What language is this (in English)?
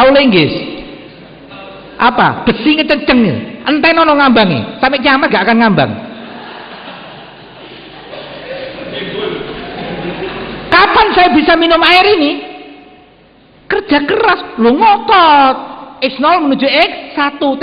Indonesian